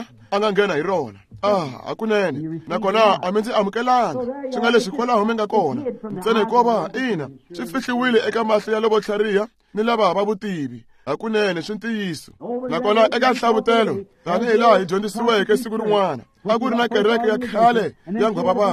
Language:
Tsonga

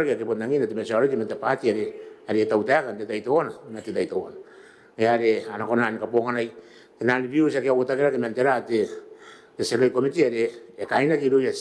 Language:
Gilbertese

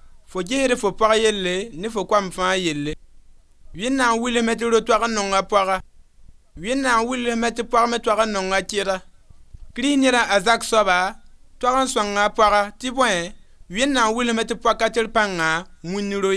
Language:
Mossi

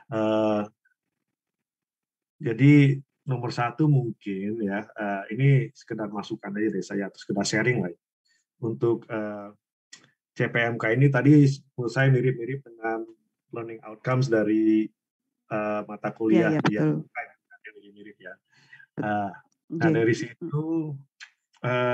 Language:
Indonesian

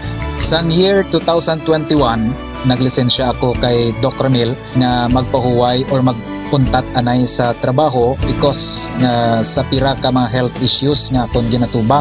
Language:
Hiligaynon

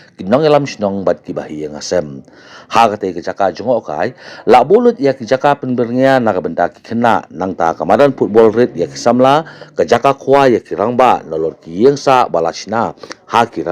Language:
Khasi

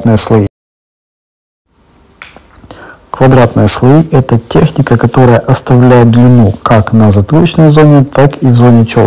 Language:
Russian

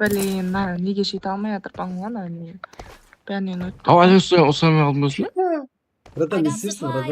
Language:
Kara-Kalpak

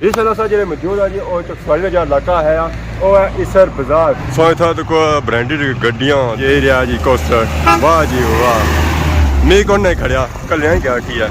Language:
Pahari-Potwari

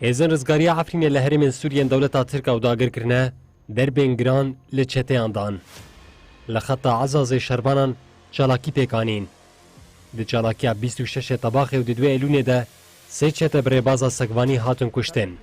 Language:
Kurdish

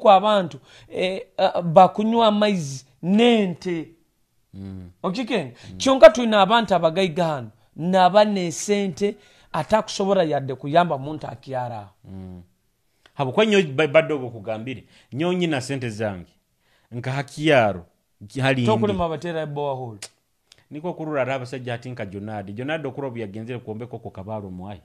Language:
Nyoro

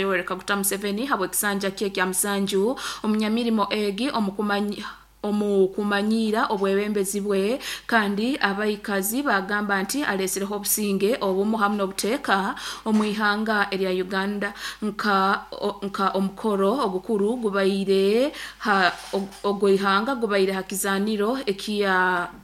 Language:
Nyoro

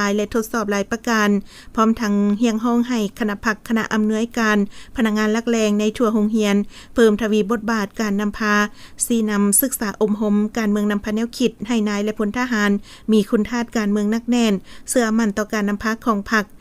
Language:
Lao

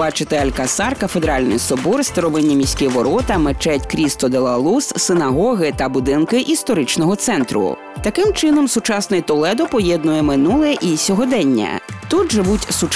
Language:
Ukrainian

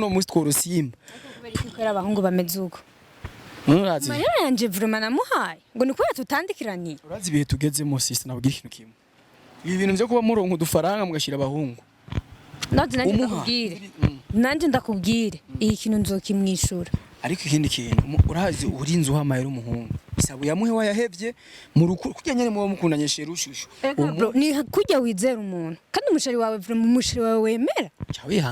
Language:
Rundi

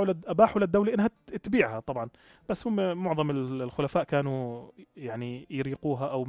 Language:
North Levantine Arabic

